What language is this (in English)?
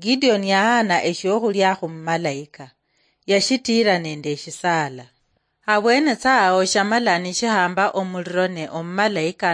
Luyia